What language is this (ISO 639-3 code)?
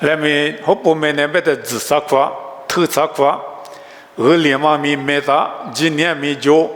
lis